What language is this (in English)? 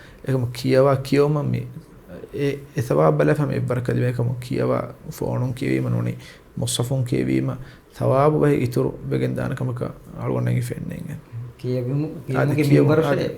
Divehi